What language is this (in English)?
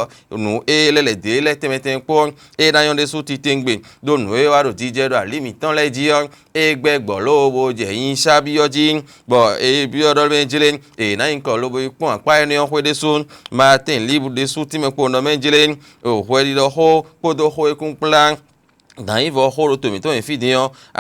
Fon